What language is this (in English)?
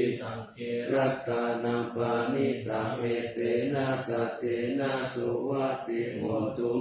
Pali